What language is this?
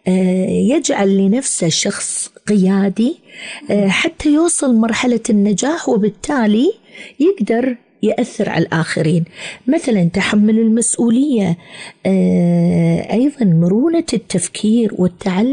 Gulf Arabic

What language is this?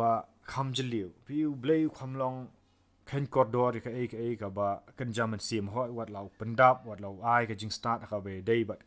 Khasi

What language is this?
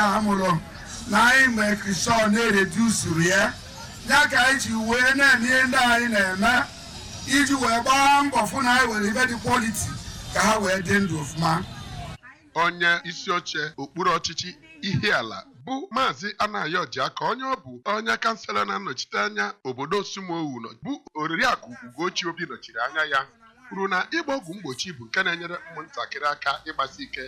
Igbo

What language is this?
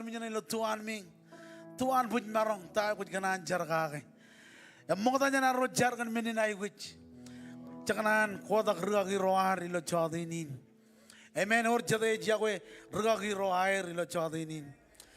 Marshallese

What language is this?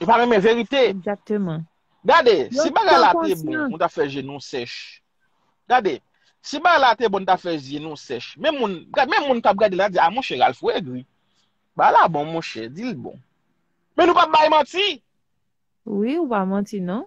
Haitian Creole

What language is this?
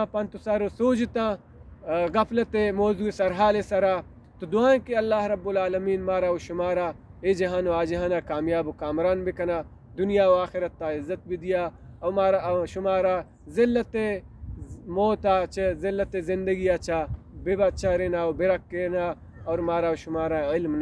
Baluchi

